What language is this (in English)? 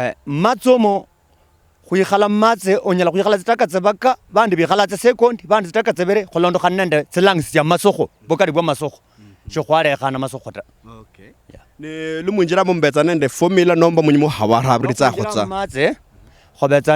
Luyia